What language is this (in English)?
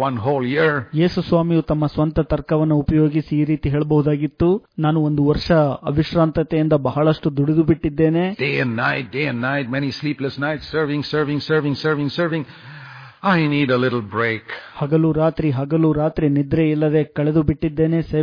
Kannada